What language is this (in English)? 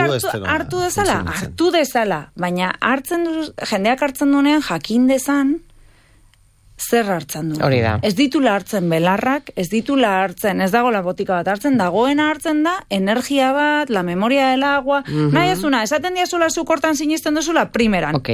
Basque